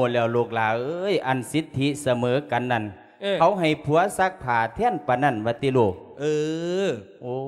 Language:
Lao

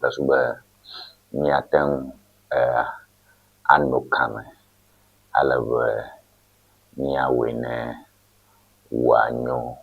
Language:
Ewe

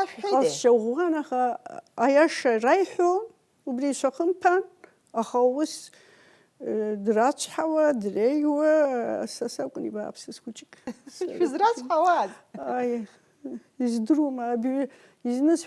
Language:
Abkhazian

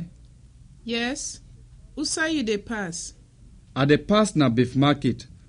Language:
Krio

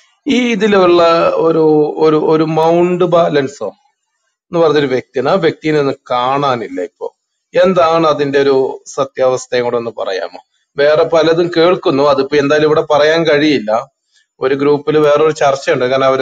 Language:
Malayalam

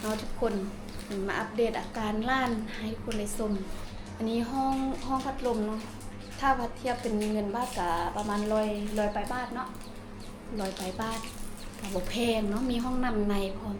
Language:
Lao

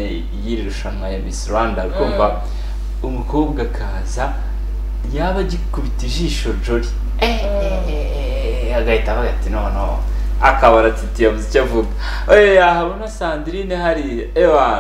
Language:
Kinyarwanda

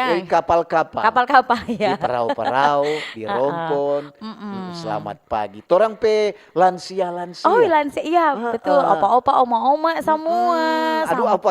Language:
Manado Malay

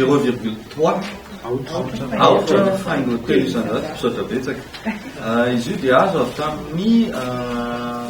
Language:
Malagasy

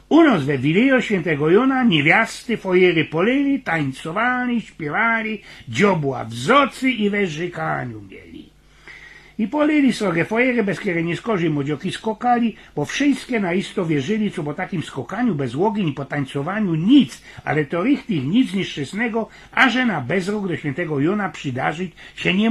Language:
Silesian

